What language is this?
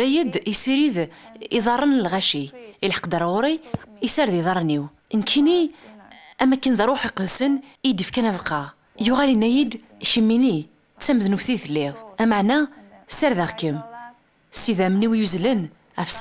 Kabyle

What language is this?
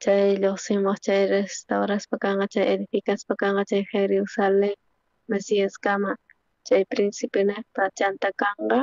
South Bolivian Quechua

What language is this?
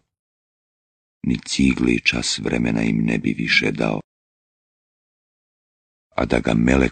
Bosnian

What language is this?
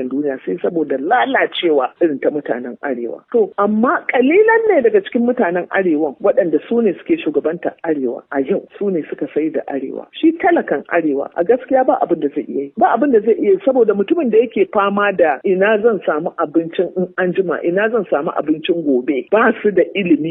Hausa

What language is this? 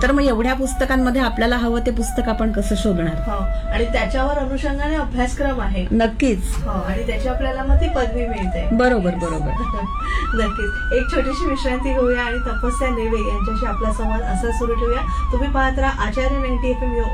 Marathi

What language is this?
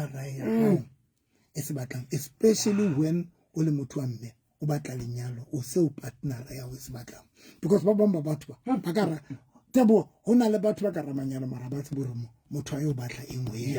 Southern Sotho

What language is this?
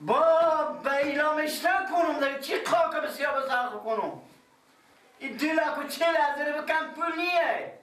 Persian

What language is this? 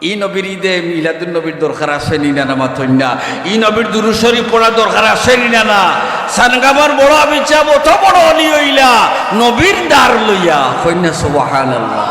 Sylheti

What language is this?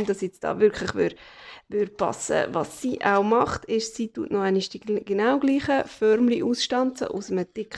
Swiss German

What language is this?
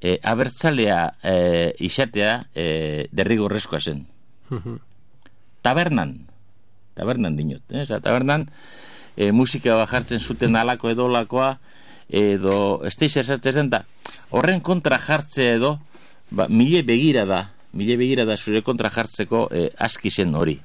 Basque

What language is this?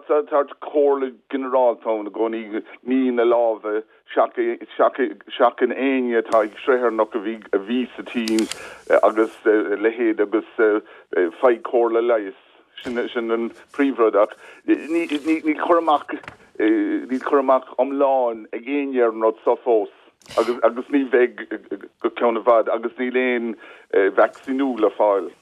Irish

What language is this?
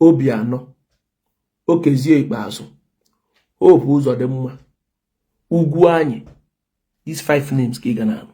Igbo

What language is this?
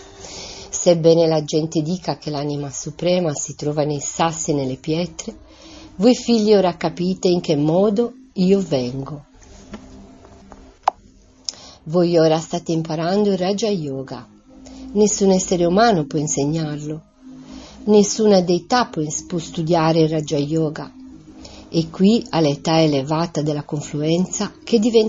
Italian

